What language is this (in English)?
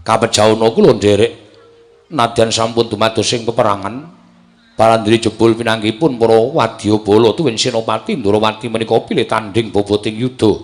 Javanese